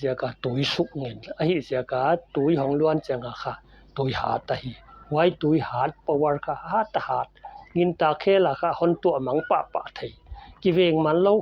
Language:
Paite Chin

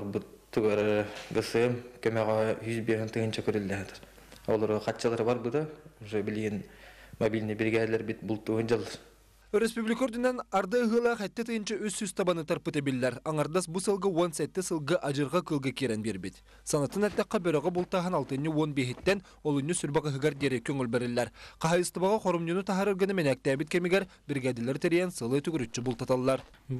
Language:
Yakut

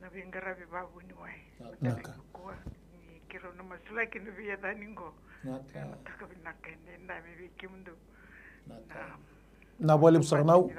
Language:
Fijian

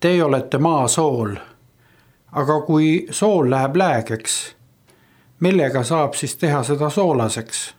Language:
Estonian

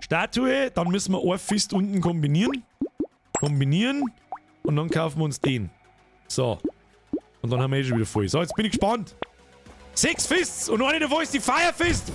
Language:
Bavarian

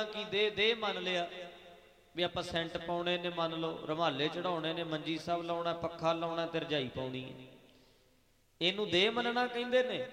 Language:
Punjabi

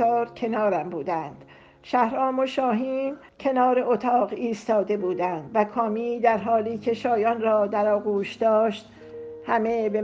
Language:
Persian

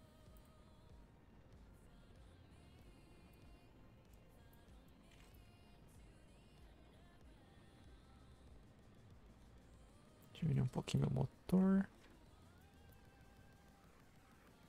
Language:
Portuguese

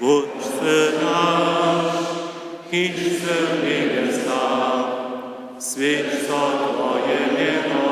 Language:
Upper Sorbian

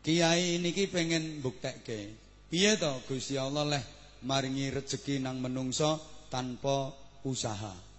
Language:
Javanese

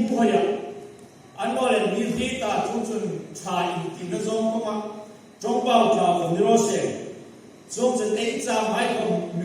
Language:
Hmar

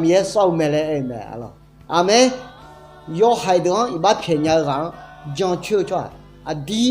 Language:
Akha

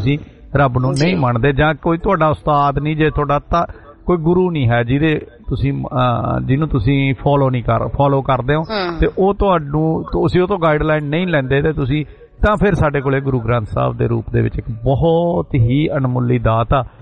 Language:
Punjabi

